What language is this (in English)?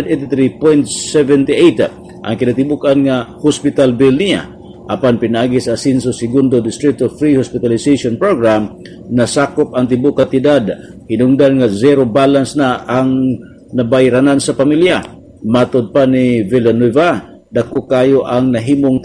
Cebuano